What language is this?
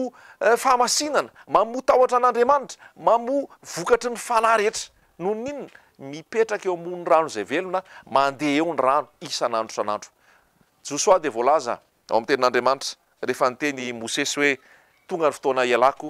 Malagasy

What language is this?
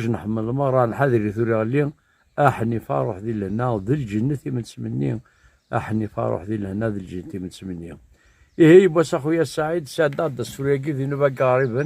Kabyle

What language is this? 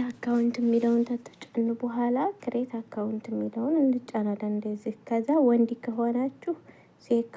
Amharic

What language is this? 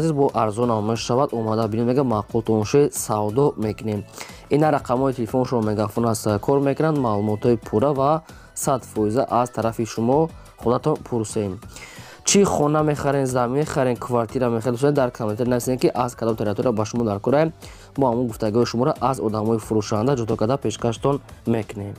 Tajik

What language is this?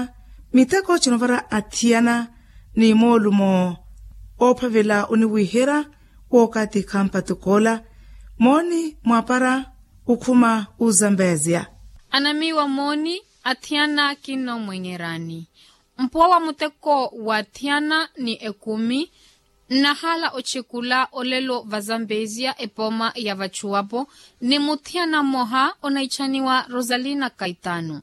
Makhuwa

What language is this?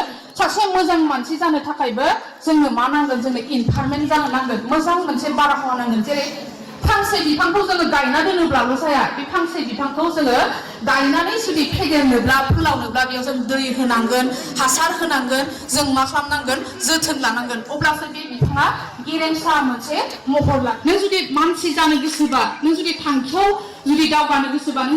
Bodo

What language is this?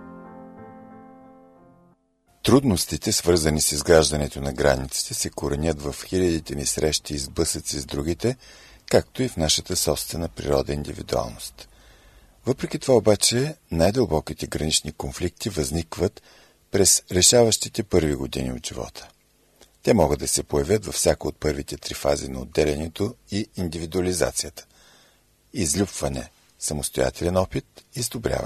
Bulgarian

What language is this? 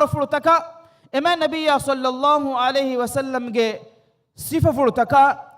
Divehi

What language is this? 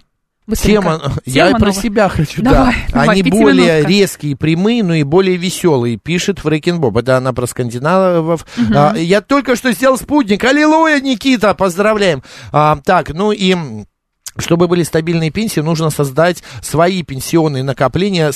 Russian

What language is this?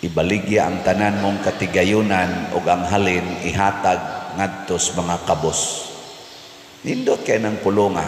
Cebuano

